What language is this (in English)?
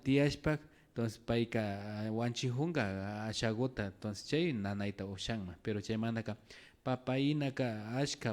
Imbabura Highland Quichua